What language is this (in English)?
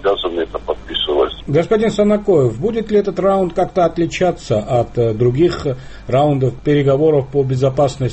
Russian